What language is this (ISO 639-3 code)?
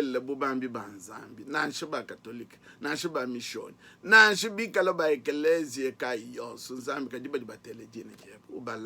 lua